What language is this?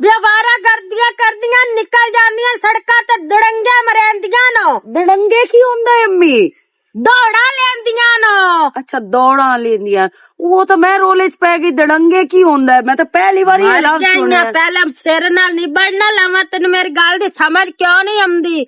Western Panjabi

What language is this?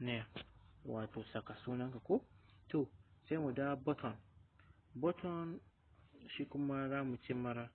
Hausa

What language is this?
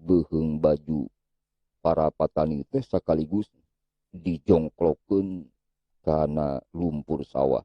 Sundanese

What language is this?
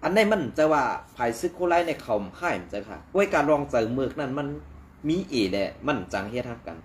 Shan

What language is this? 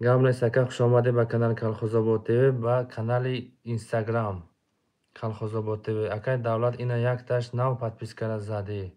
Tajik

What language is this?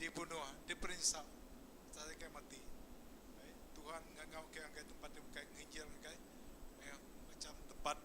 Iban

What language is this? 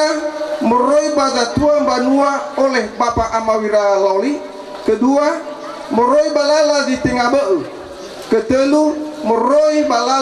Nias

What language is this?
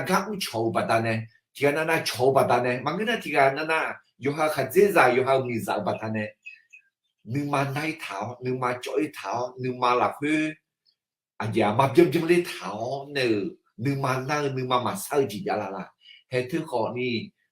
Akha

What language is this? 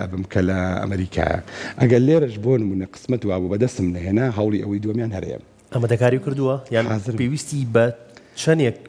Central Kurdish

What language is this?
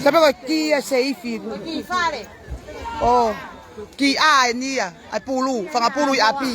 Tongan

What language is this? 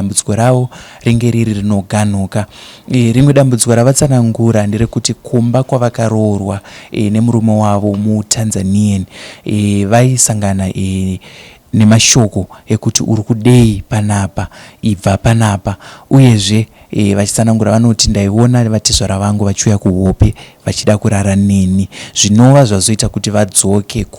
Shona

